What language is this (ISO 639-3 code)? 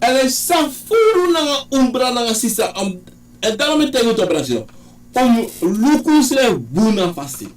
srn